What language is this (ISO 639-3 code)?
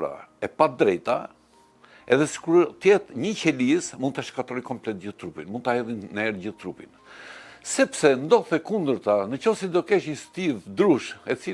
sqi